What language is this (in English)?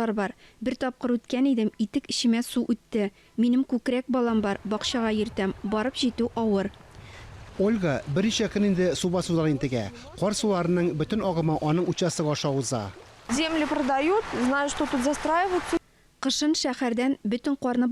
Tatar